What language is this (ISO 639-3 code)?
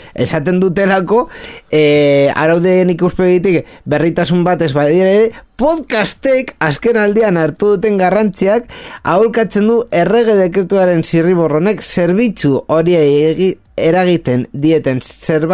eus